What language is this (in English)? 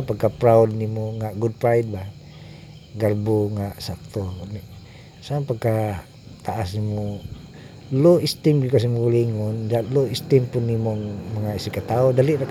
Cebuano